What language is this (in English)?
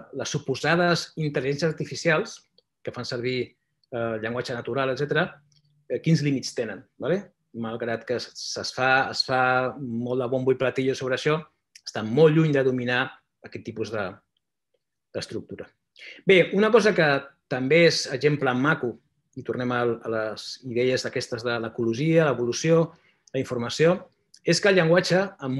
Catalan